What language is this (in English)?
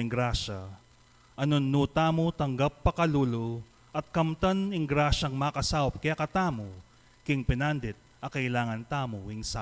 Pampanga